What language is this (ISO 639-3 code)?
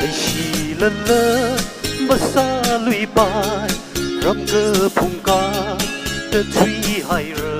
nmf